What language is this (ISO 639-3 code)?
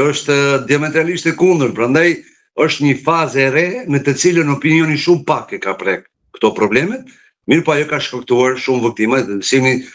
sqi